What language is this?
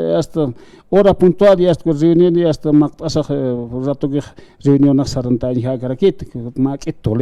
Aymara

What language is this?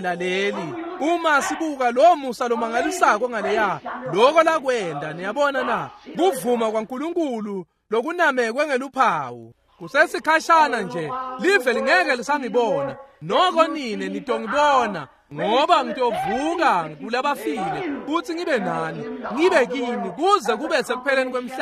Swati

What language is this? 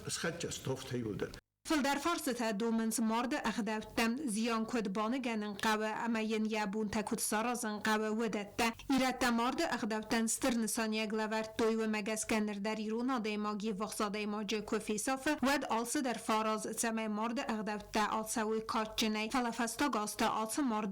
Ossetic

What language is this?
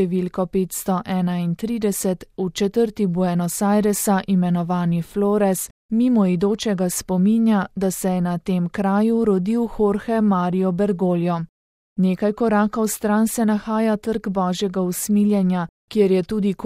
Slovenian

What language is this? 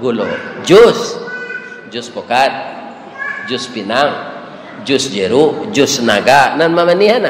Minangkabau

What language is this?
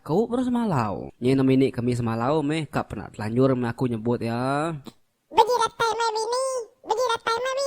Iban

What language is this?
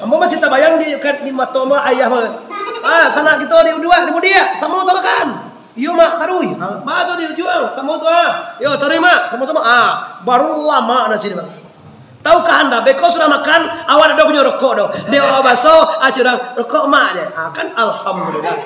Minangkabau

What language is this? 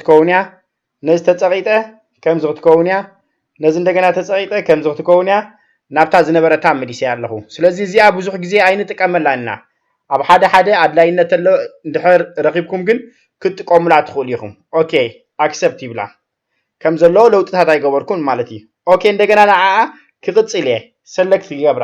Tigrinya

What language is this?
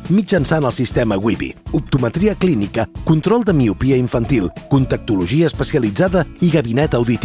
Catalan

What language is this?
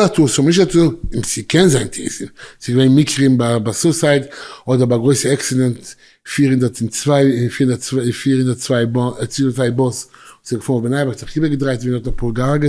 Yiddish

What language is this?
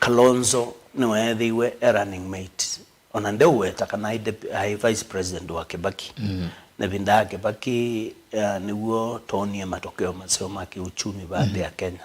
Kamba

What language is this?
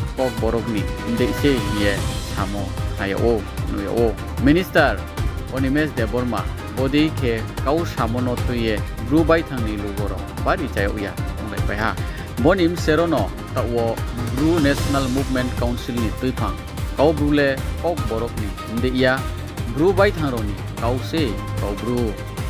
Riang (India)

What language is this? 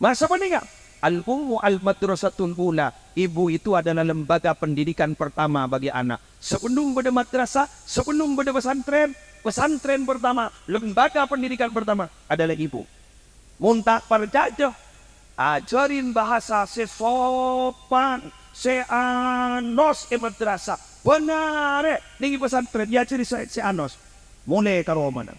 Madurese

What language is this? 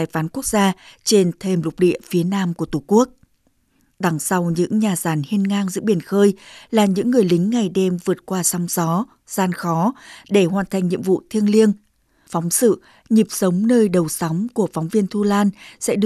Vietnamese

